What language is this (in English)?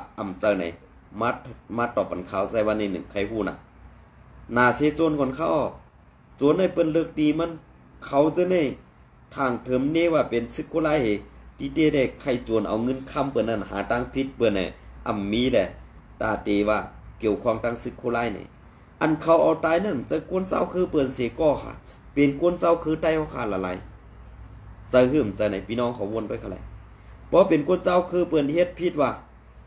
Shan